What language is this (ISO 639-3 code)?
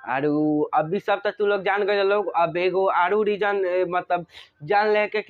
bho